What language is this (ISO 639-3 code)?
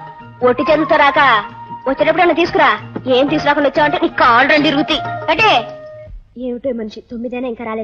tel